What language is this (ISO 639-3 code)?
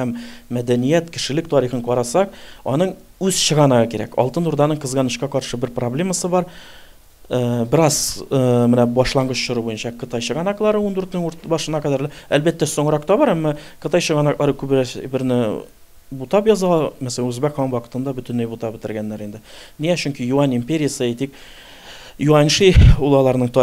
tat